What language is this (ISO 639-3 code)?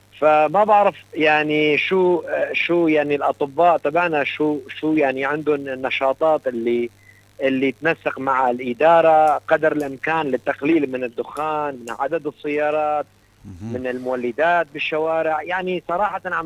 apc